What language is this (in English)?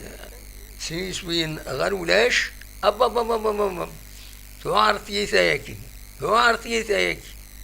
Kabyle